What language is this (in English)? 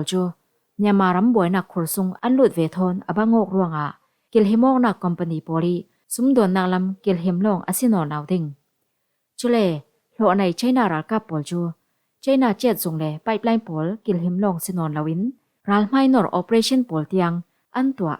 Falam Chin